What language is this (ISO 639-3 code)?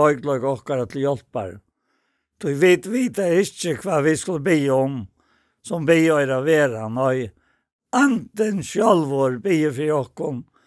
fao